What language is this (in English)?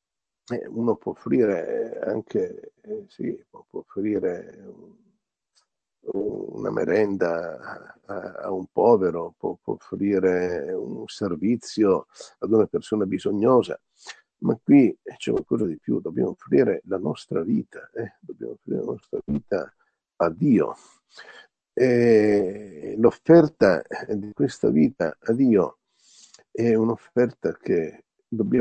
Italian